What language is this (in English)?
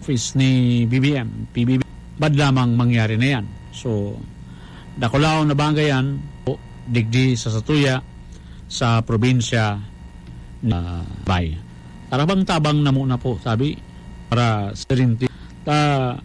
Bikol